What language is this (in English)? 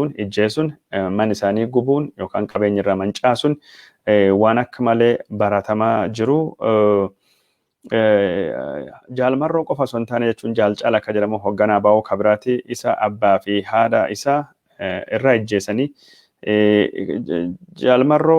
Oromo